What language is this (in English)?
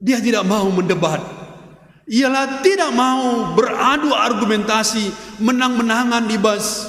Batak Karo